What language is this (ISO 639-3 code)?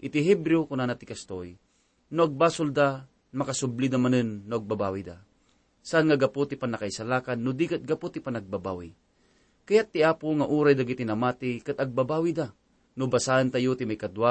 ilo